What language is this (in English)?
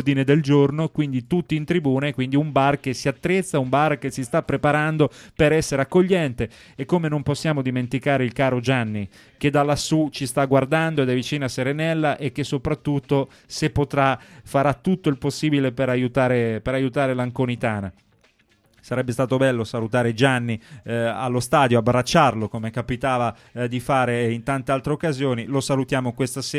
Italian